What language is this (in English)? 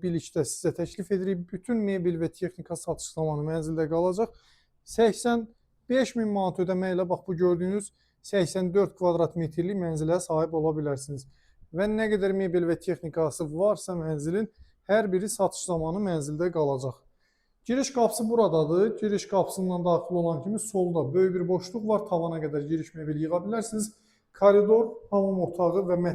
Azerbaijani